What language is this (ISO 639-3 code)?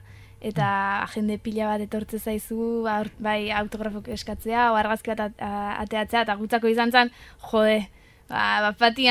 eus